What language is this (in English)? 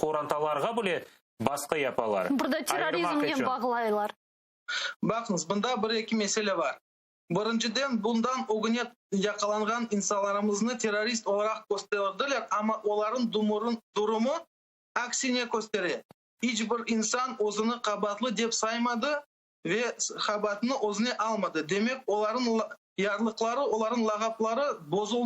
Crimean Tatar